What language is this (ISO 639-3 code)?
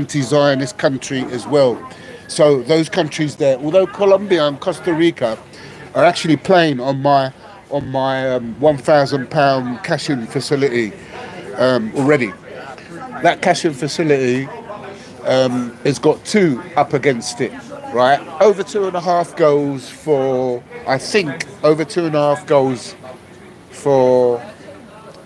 eng